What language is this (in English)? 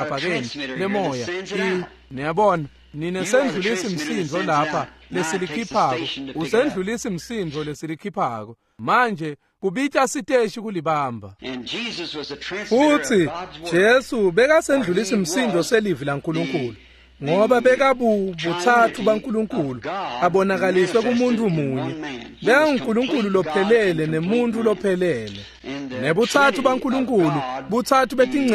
Swati